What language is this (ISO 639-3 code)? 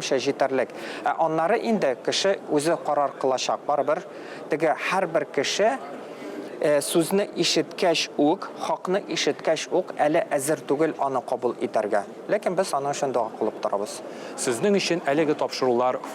tat